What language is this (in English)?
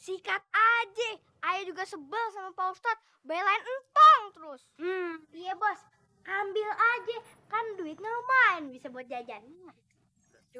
Betawi